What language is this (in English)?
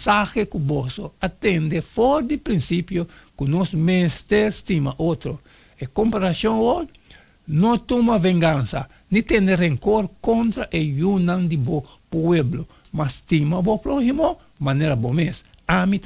Papiamento